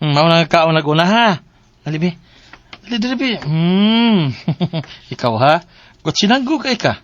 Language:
Cebuano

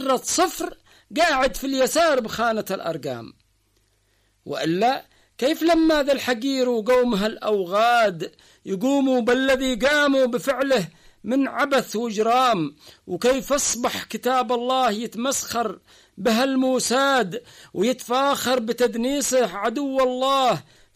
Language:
Arabic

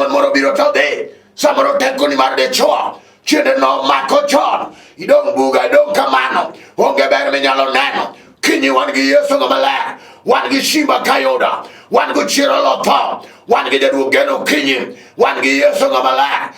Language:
Luo (Kenya and Tanzania)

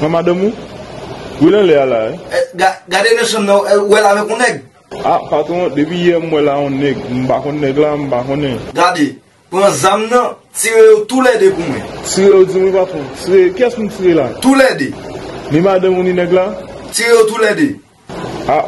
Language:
Haitian Creole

